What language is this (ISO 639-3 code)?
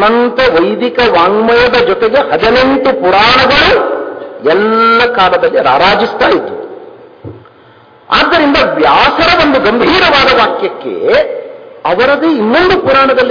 kan